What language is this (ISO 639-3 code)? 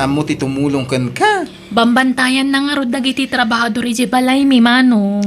ilo